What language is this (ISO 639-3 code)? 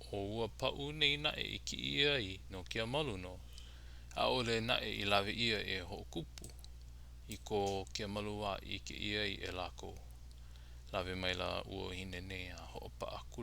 haw